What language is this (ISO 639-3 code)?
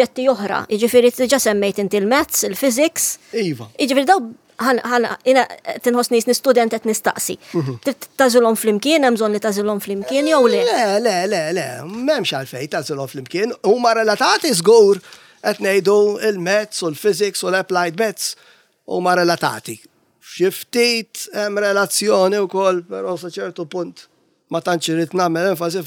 mlt